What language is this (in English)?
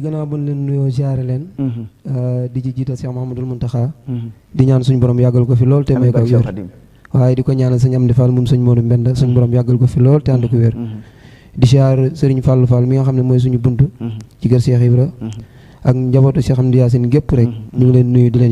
Wolof